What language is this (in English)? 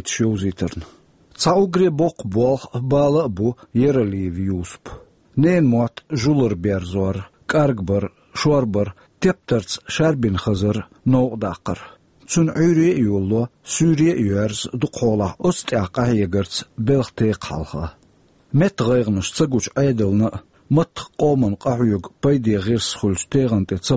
Chechen